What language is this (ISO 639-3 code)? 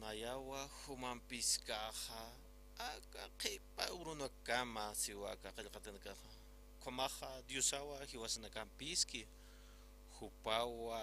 aym